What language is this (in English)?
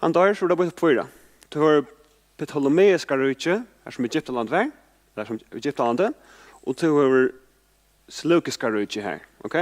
Faroese